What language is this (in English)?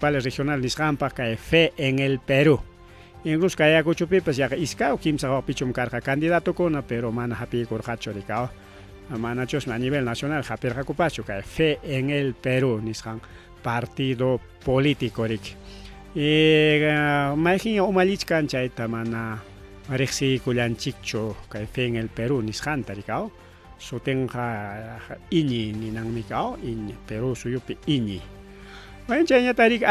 Ayacucho Quechua